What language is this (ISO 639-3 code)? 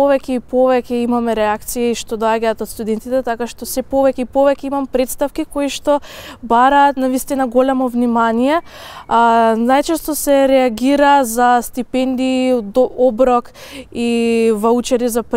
mkd